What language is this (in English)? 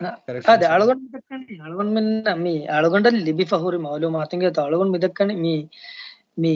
Divehi